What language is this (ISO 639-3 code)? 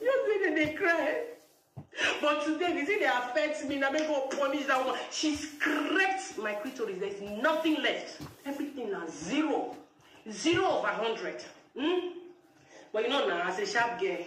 pcm